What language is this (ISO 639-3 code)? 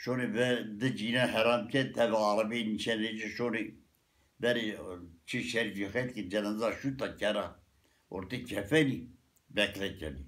zza